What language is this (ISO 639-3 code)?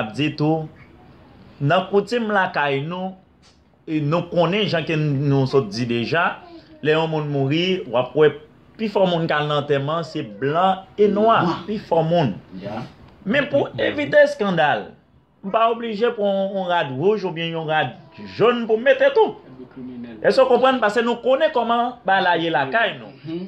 hat